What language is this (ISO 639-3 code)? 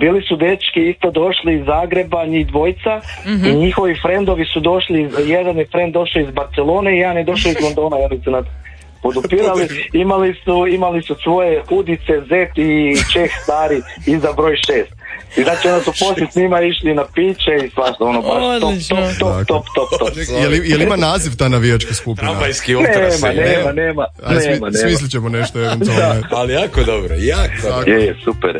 hrv